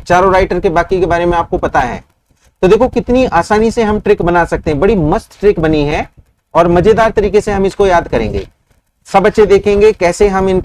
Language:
Hindi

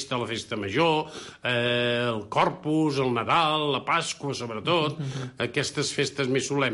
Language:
Catalan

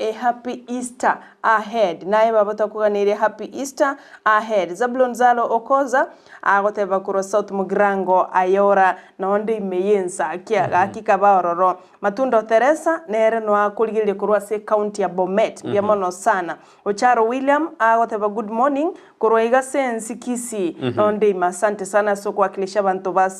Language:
Gusii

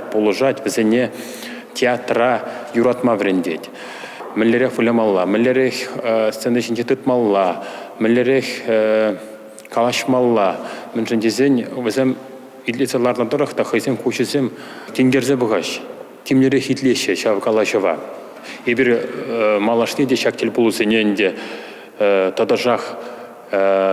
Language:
Chuvash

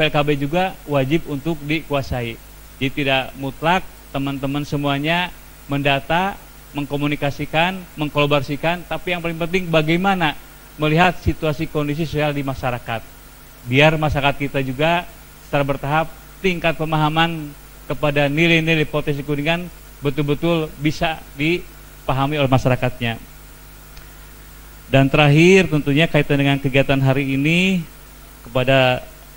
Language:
Indonesian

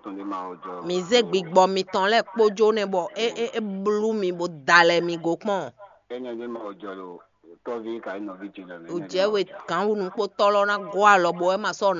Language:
Fon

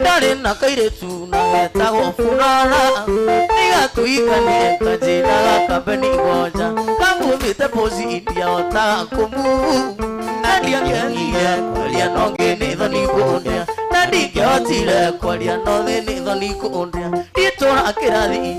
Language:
Kikuyu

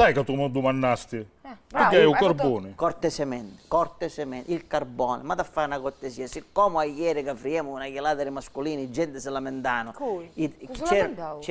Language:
Sicilian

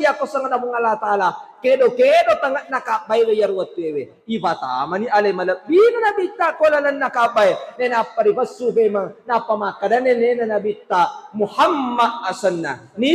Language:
Buginese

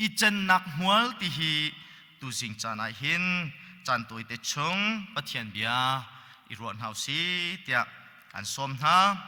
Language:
Hakha Chin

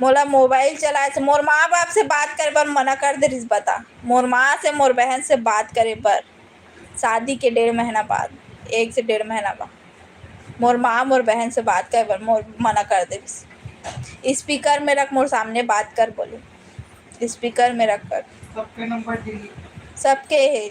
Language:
Chhattisgarhi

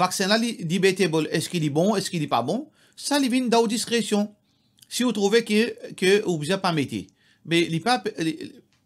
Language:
Morisyen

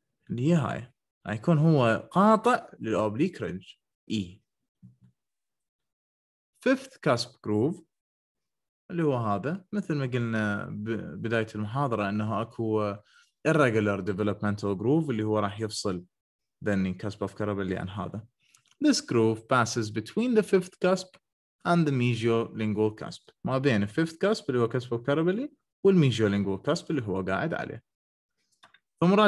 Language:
Mesopotamian Arabic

